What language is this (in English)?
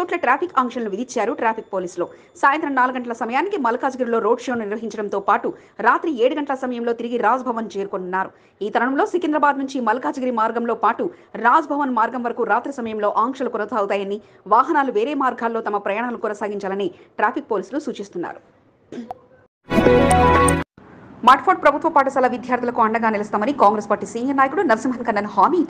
Telugu